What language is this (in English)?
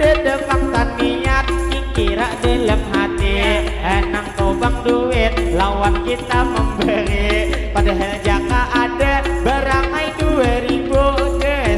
Banjar